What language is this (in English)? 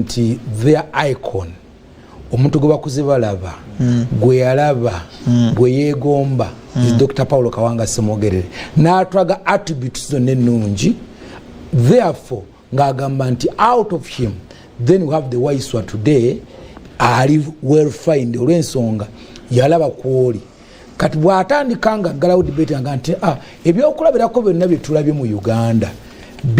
Ganda